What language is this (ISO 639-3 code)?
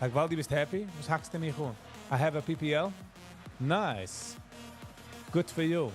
yid